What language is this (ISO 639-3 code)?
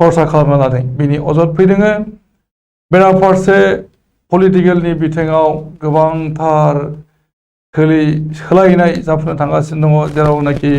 brx